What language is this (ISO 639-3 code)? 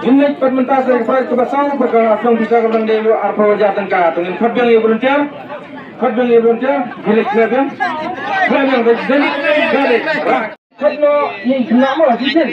kha